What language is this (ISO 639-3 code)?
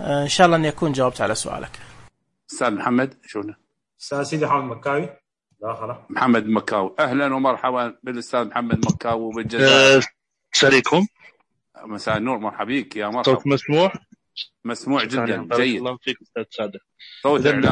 ars